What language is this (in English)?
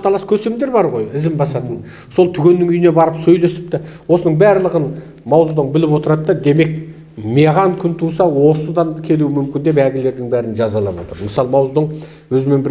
Kazakh